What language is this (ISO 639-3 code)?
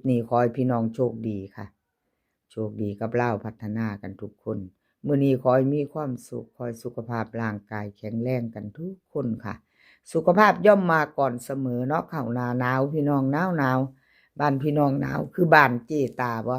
lao